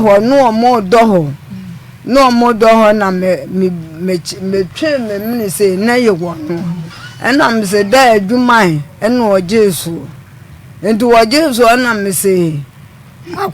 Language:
Akan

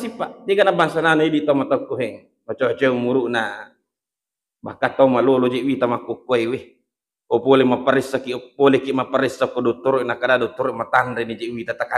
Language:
Buginese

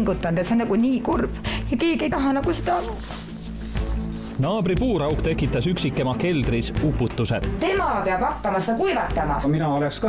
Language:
Estonian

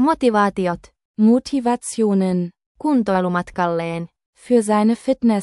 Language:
Finnish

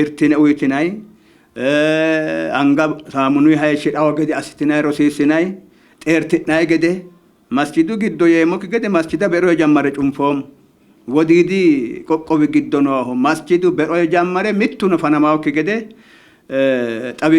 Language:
Sidamo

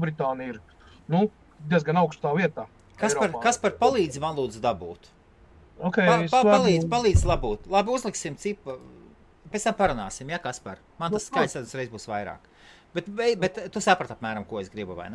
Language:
Latvian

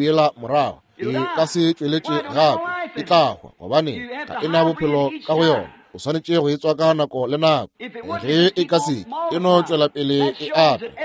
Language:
Northern Sotho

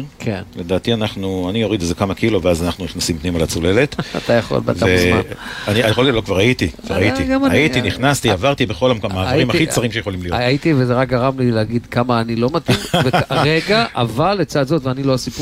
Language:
Hebrew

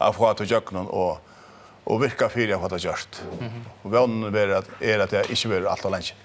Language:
Faroese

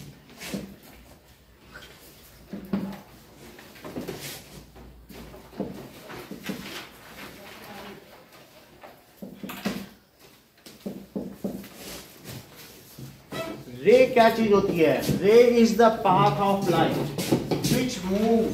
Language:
Hindi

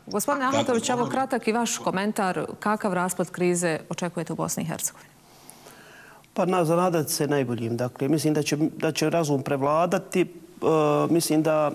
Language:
Bosnian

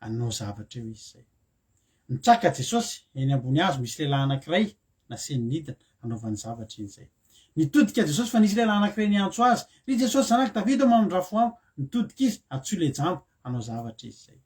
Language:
Malagasy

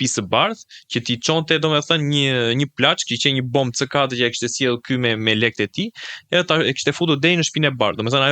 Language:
Albanian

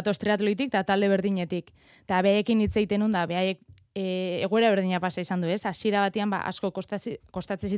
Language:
Basque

